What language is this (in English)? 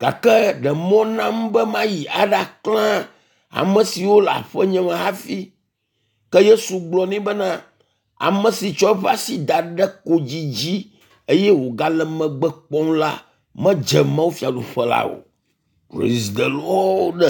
Ewe